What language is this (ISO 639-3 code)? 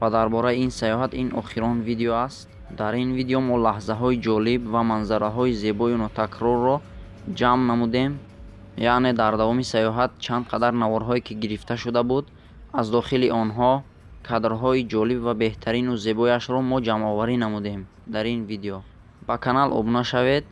tgk